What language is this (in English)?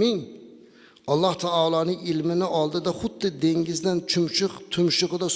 Uzbek